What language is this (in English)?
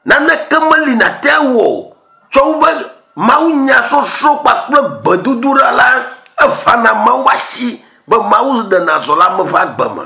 Ewe